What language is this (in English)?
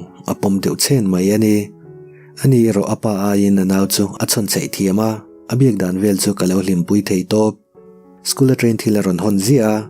Mizo